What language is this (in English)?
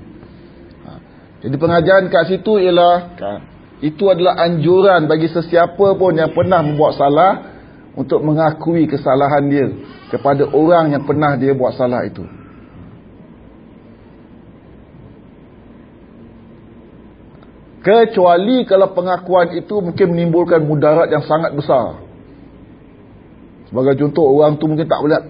Malay